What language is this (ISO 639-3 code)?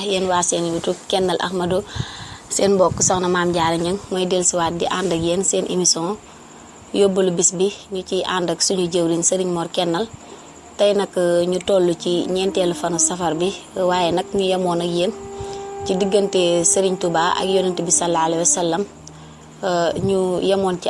wol